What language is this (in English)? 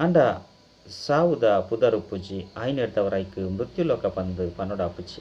Tulu